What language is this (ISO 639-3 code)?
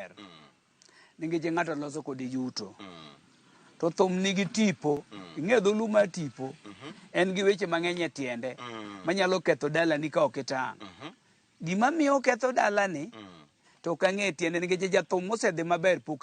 luo